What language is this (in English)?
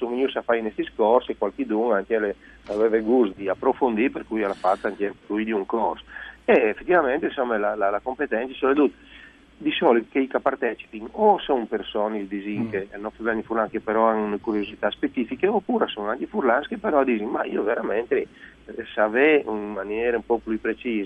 Friulian